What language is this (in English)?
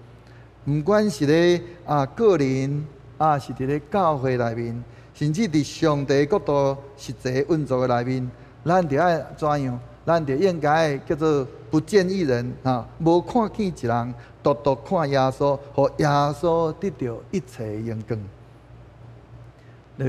Min Nan Chinese